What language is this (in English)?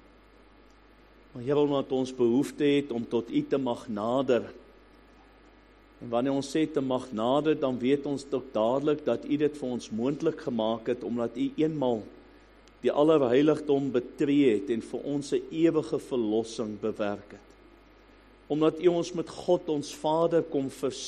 Afrikaans